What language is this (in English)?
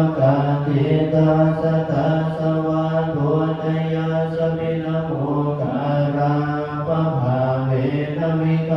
Pali